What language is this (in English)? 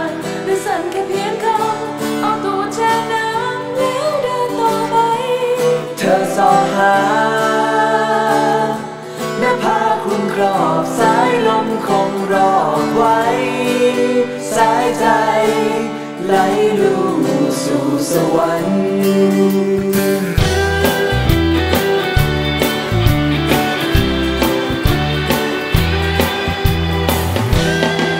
Thai